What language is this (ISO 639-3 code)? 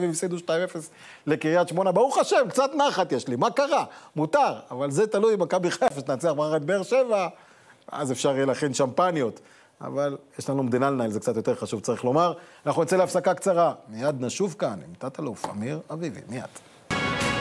heb